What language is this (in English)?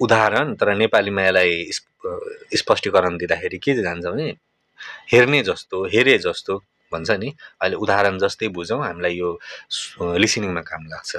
Nepali